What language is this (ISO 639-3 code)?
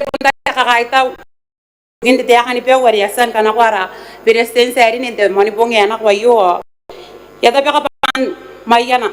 gil